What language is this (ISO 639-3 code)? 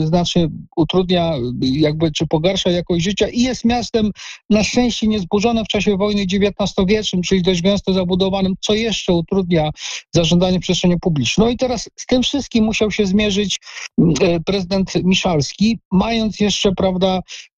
pol